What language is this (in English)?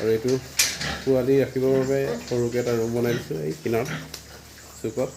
Assamese